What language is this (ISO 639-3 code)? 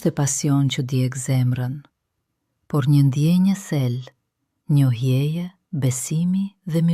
sqi